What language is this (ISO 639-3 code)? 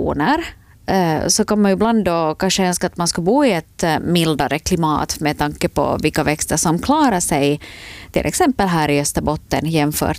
swe